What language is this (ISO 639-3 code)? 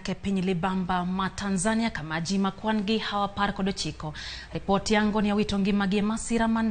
luo